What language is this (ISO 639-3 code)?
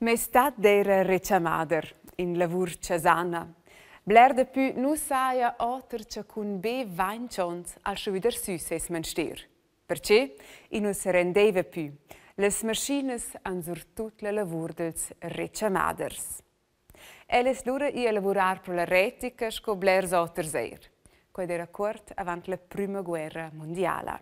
roh